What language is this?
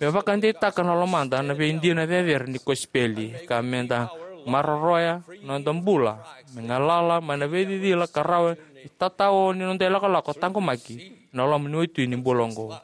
Fijian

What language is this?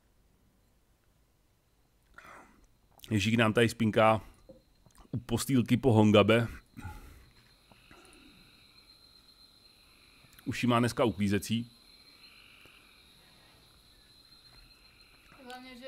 Czech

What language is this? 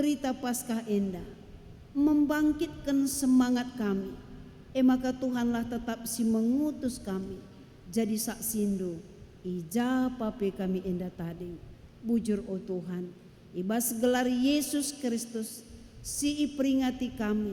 Batak Karo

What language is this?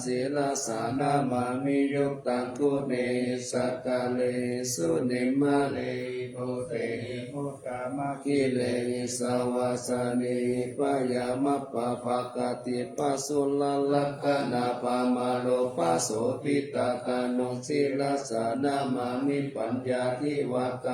Pali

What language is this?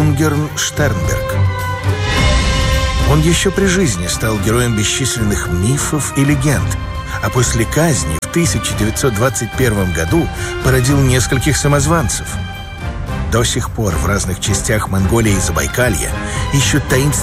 Russian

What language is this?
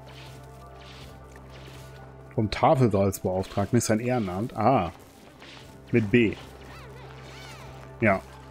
German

